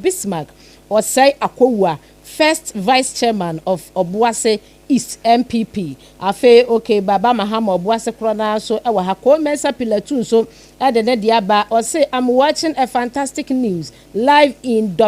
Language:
Akan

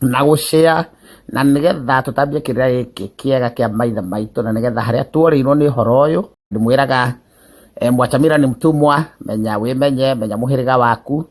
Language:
Kikuyu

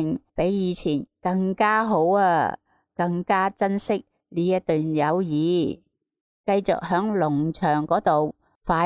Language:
Cantonese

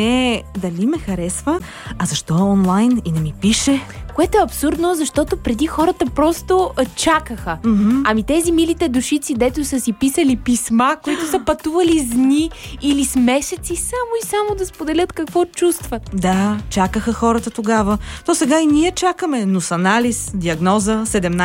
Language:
Bulgarian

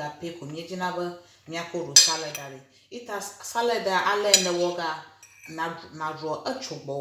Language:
Ewe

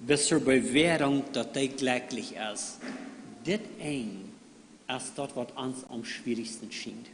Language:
Plautdietsch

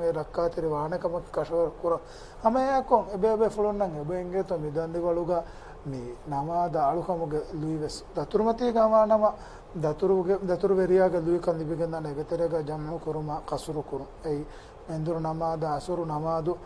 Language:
Divehi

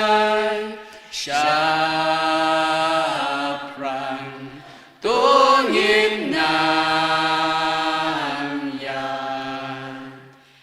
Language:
Khasi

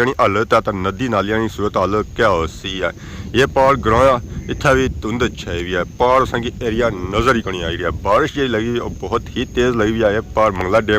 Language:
Pahari-Potwari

